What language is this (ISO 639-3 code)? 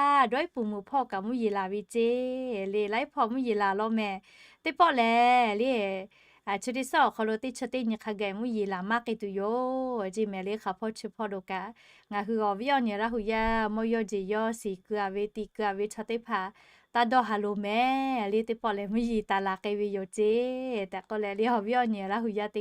lhu